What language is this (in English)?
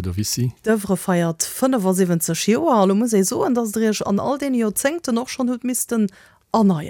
Luxembourgish